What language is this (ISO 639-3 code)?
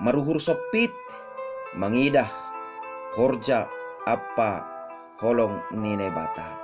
bts